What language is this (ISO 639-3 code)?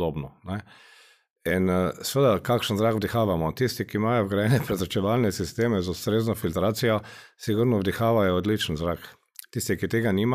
slv